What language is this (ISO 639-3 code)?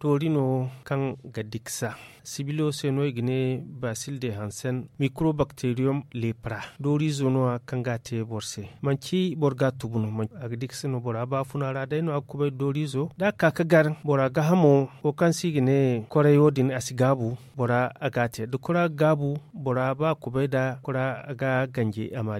dje